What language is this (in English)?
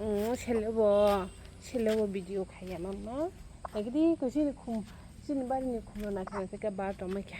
Kok Borok